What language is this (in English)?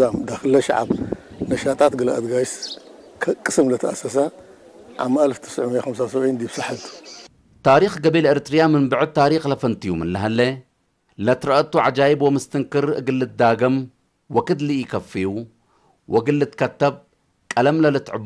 Tigre